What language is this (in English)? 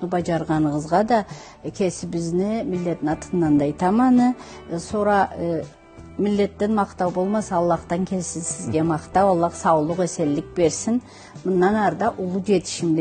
Karachay-Balkar